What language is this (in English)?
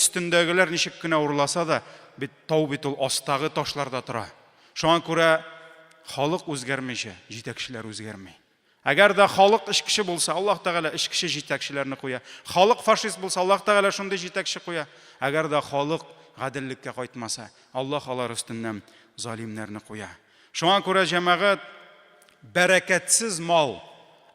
Tatar